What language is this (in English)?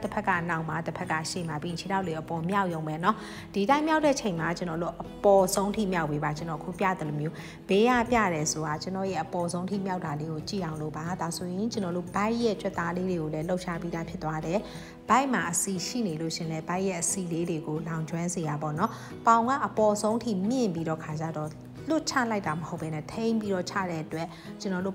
Burmese